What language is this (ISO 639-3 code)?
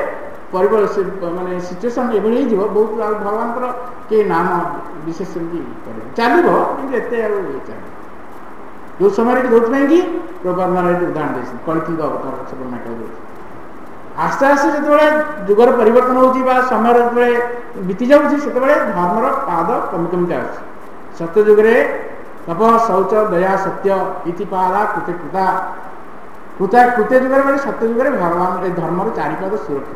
ori